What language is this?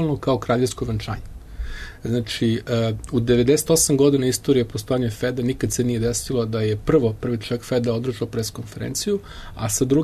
Serbian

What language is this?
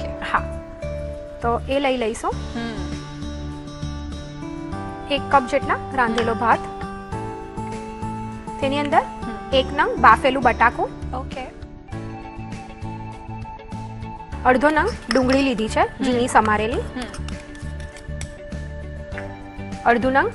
Gujarati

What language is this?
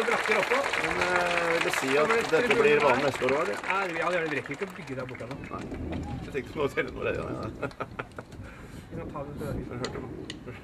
Norwegian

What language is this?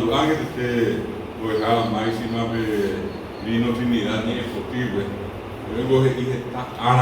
Guarani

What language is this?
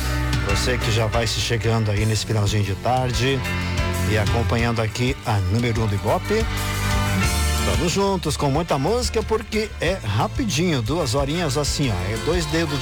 Portuguese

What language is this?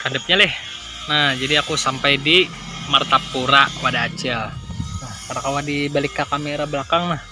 Banjar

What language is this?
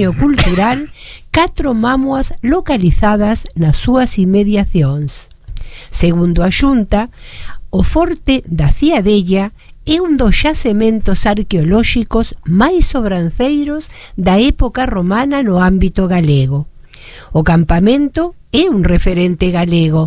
Galician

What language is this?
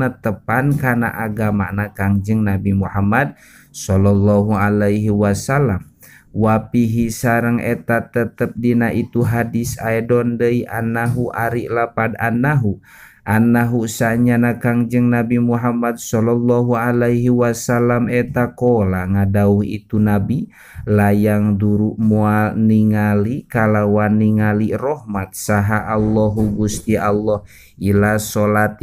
Sundanese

